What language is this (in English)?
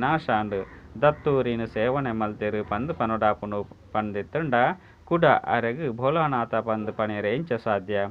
Tulu